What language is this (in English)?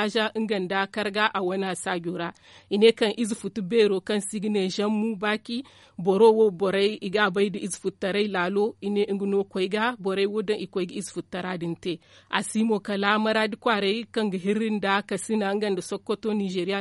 Zarma